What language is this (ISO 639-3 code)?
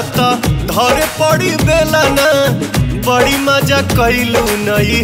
bho